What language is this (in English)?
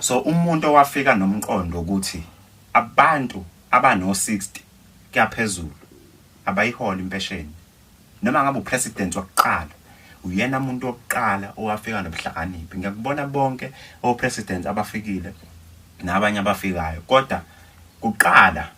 Zulu